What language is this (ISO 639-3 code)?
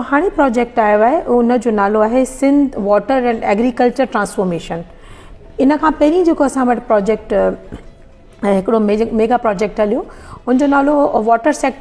snd